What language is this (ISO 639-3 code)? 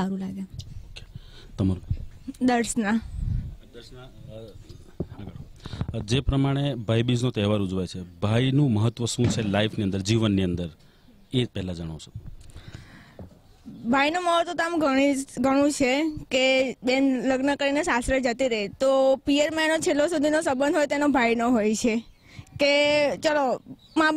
guj